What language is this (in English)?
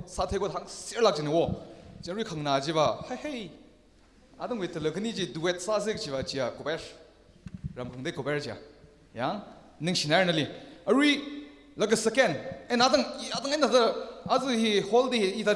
Tangkhul Naga (India)